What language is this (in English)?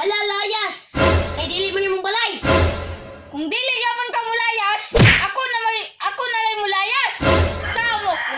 Cebuano